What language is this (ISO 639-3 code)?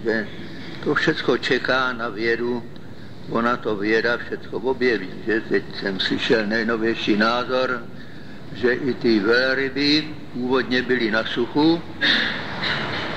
ces